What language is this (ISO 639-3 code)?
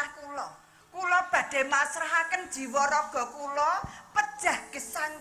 jav